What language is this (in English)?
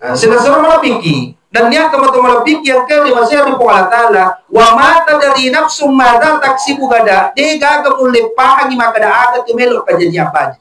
Buginese